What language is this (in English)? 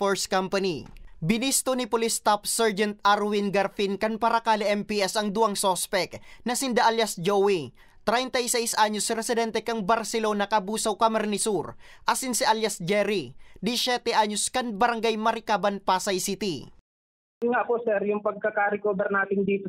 Bikol